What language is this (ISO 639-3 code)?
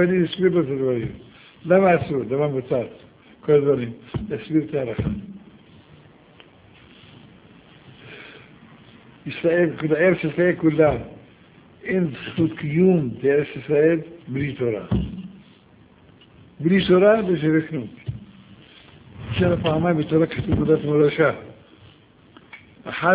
heb